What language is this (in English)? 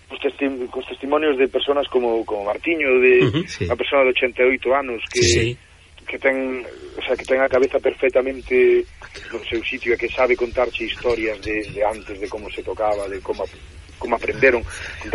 Galician